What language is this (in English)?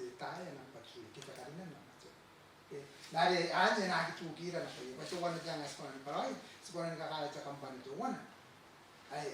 Gilbertese